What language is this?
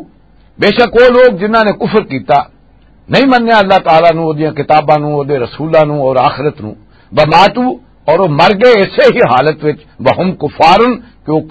Western Panjabi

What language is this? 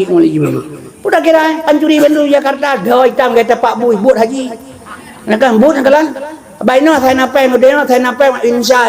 Achinese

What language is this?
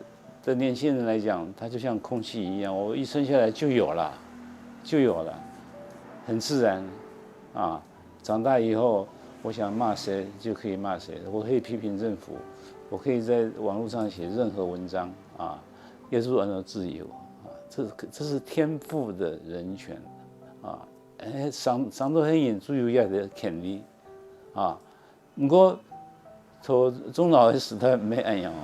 Hakka Chinese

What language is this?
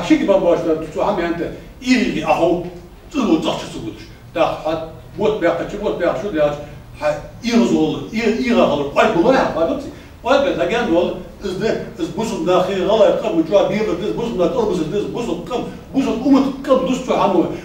Ingush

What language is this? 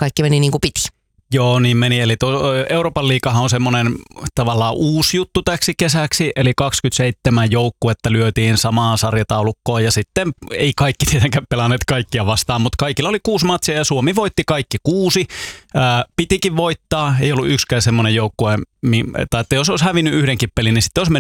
Finnish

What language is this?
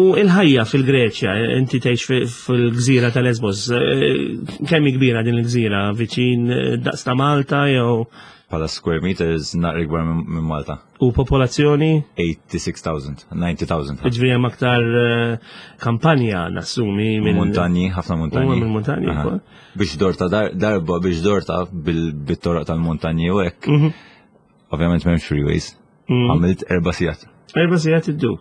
Maltese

